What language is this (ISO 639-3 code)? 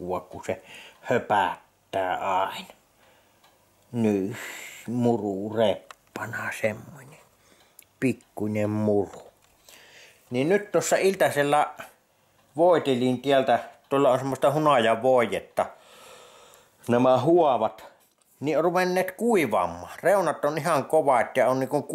fin